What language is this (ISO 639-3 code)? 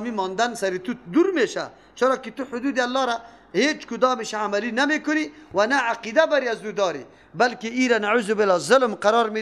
fas